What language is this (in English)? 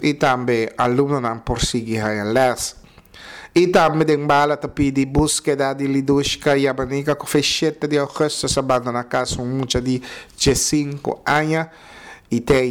Papiamento